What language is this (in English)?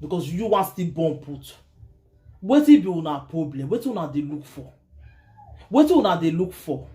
Nigerian Pidgin